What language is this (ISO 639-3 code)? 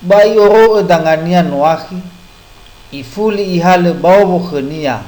nia